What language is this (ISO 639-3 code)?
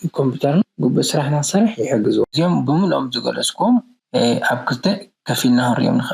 tir